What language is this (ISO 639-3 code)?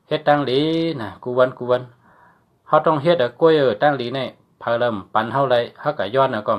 shn